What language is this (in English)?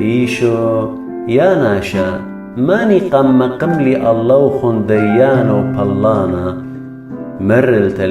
Assyrian Neo-Aramaic